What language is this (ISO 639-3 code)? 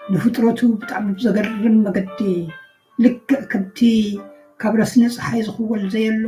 tir